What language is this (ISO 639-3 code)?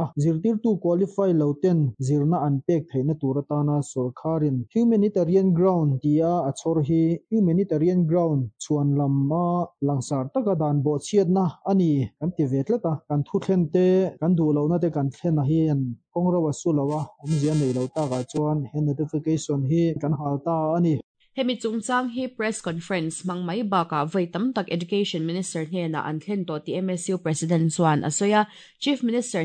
lus